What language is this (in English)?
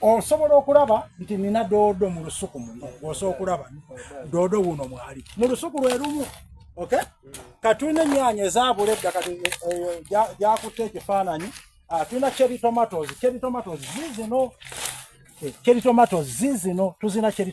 Soga